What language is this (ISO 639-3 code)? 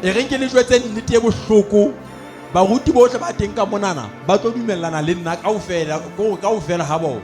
sot